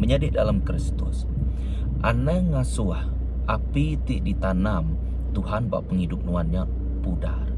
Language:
Iban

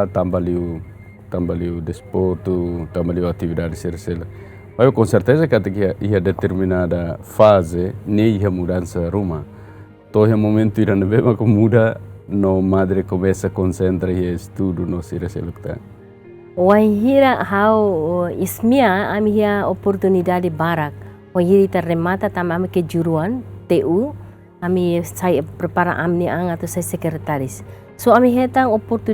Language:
Tetum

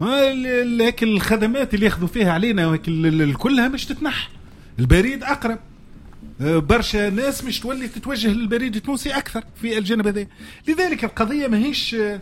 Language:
Tunisian Arabic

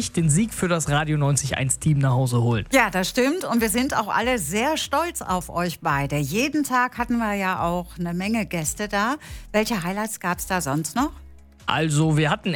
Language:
German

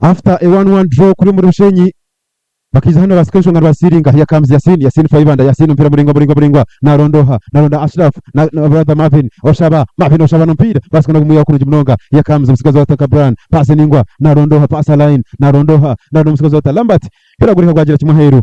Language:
Nyankole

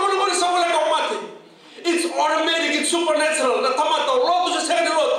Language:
Fijian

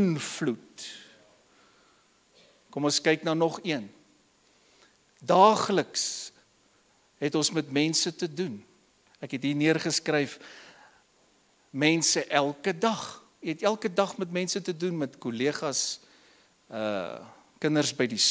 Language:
Afrikaans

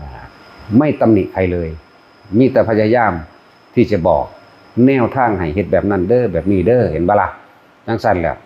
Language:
Lao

